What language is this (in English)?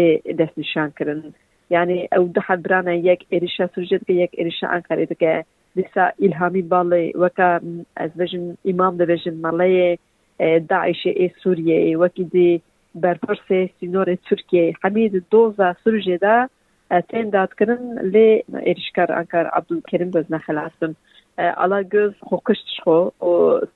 Kurdish